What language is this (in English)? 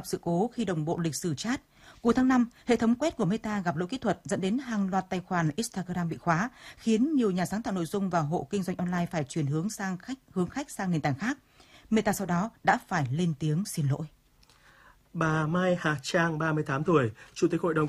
Vietnamese